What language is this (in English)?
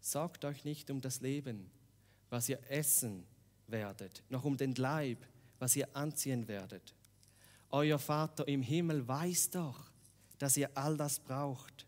Swiss German